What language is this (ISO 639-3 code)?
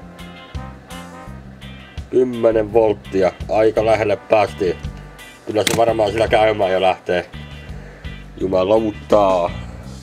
fin